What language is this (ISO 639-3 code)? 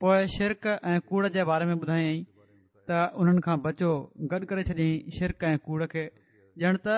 snd